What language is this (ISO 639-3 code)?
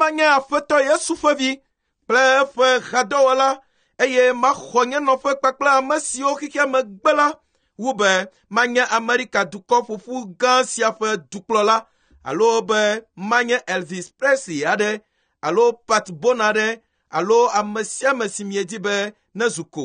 ewe